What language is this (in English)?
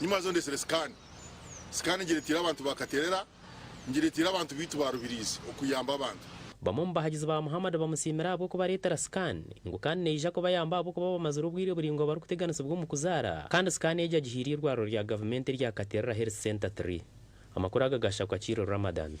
Nyankole